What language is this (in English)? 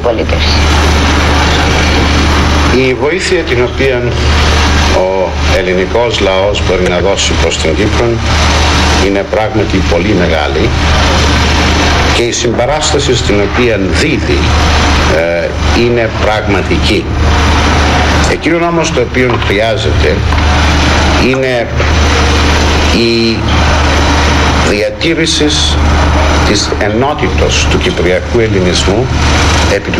Greek